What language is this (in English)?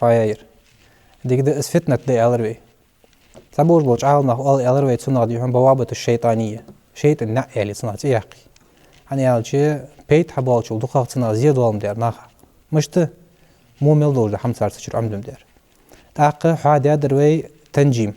Ingush